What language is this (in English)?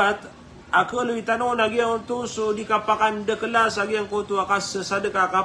Maranao